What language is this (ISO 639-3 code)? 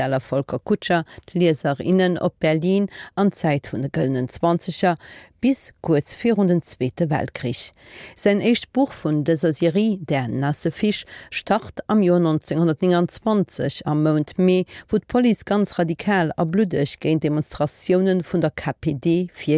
ltz